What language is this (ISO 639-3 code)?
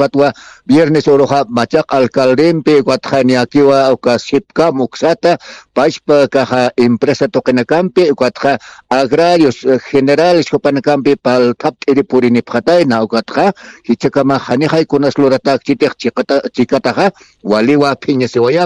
aym